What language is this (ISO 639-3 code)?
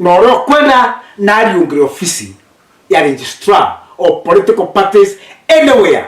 mer